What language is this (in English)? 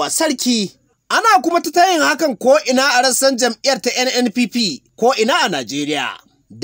Hausa